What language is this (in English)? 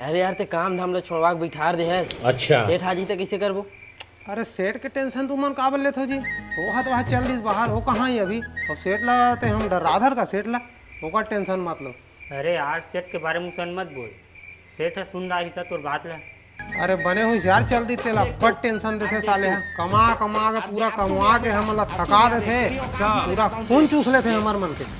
Chhattisgarhi